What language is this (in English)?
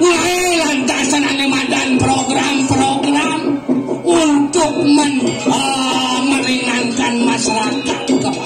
Balinese